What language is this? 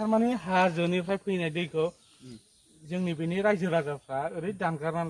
Bodo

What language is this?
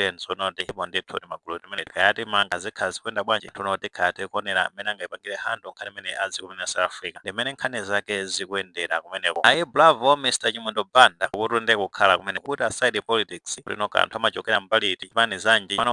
Nyanja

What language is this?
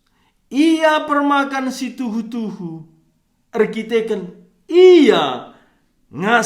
Batak Karo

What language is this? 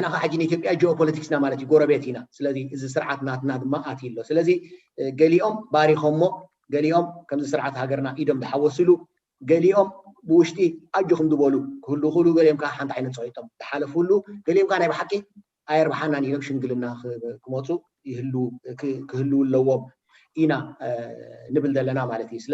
Tigrinya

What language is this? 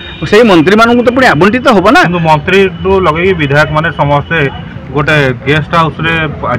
Odia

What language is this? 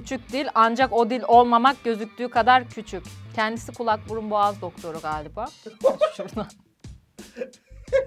Turkish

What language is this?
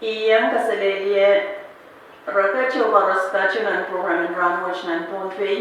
Pohnpeian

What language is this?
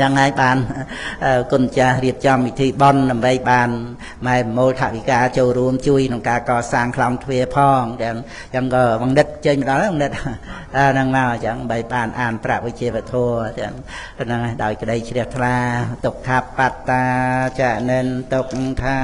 Khmer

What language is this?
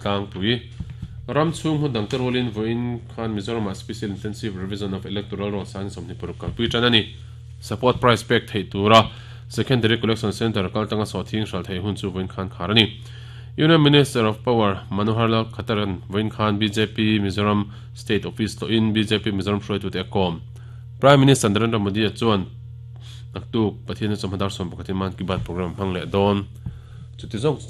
Mizo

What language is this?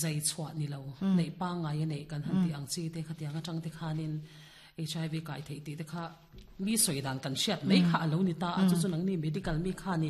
Mizo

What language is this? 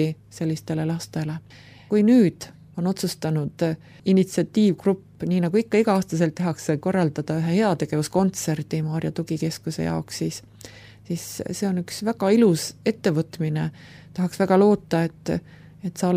Estonian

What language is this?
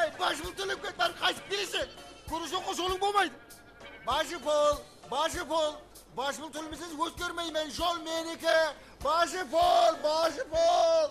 Kara-Kalpak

